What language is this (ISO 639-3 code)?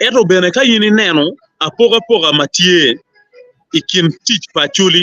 ach